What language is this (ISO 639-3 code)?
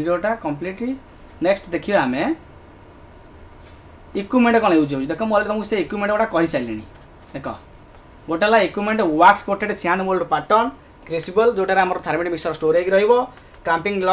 hin